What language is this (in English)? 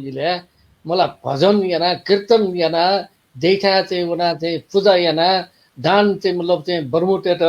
Newari